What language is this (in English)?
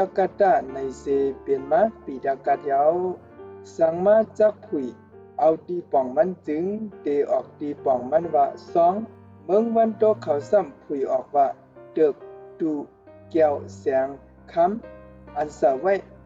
Shan